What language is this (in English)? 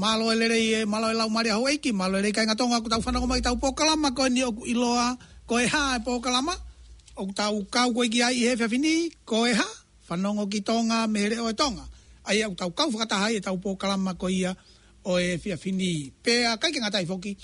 Tongan